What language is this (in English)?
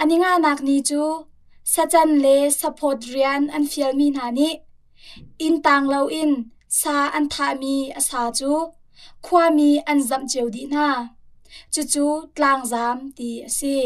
Hakha Chin